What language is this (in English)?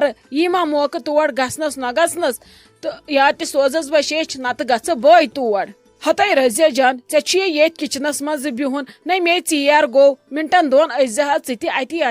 Kashmiri